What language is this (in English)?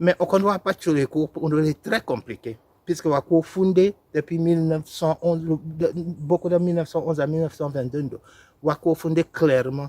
Tetela